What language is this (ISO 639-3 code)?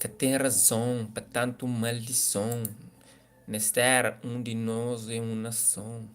kea